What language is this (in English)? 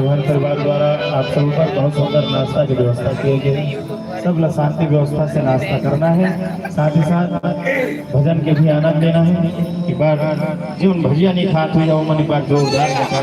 Chhattisgarhi